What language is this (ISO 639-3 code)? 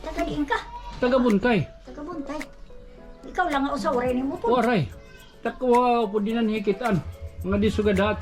war